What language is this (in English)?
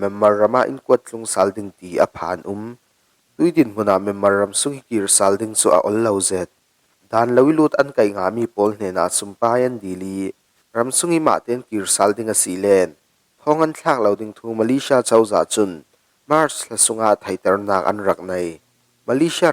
Falam Chin